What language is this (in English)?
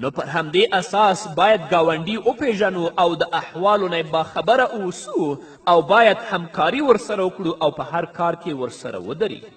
Pashto